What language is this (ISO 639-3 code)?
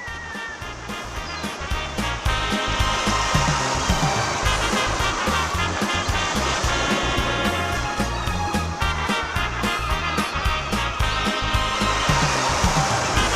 kok